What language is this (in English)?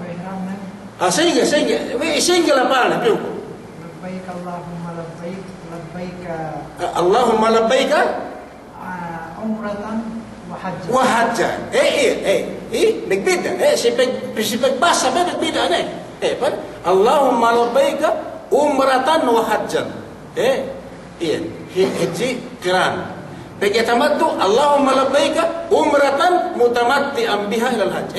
Yakan